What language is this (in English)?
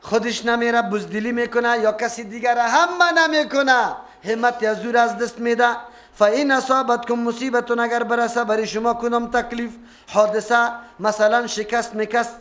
Persian